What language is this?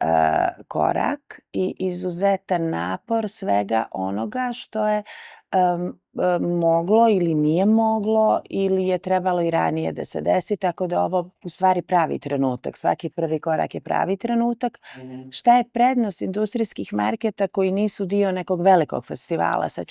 Bosnian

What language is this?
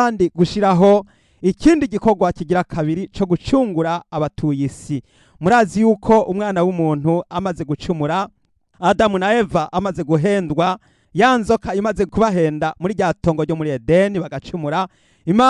Rundi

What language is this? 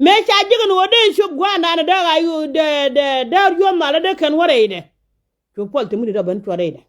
Nuer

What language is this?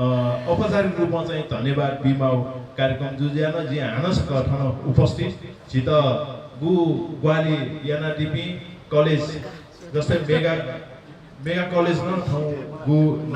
Newari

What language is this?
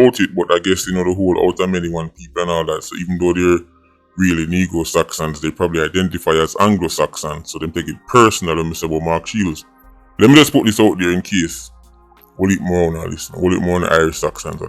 Jamaican Creole English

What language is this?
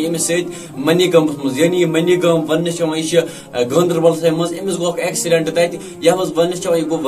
Kashmiri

